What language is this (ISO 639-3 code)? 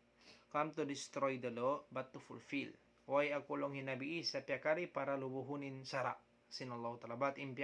tsg